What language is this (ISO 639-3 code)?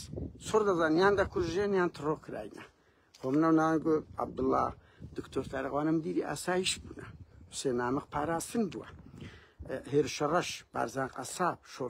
ckb